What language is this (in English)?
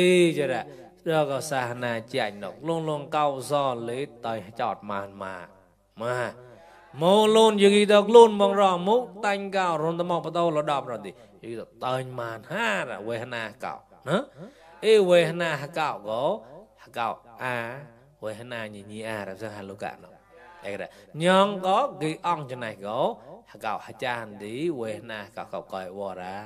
Mon